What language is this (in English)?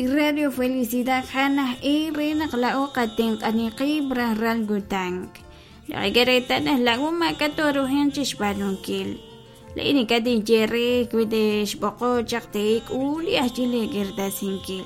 Kekchí